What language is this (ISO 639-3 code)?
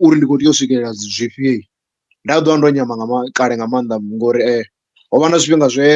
ven